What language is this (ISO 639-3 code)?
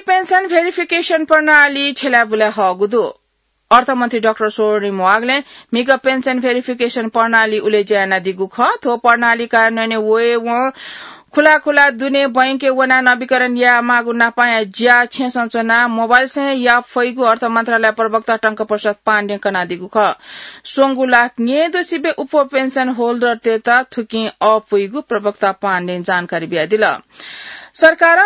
new